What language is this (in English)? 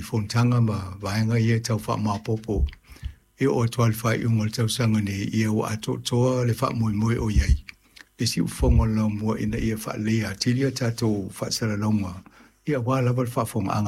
Samoan